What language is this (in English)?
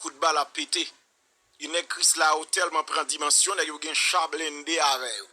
Haitian Creole